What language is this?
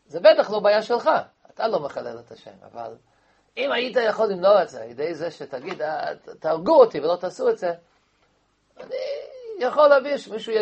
Hebrew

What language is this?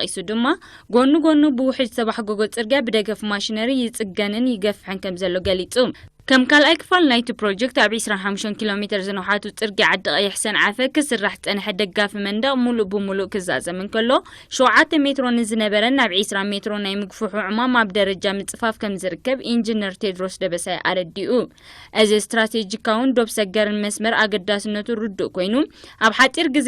Tigrinya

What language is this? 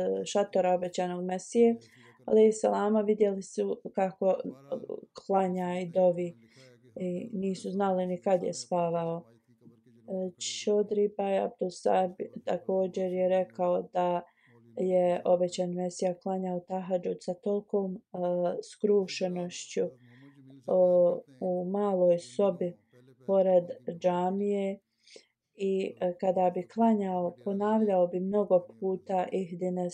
Bosnian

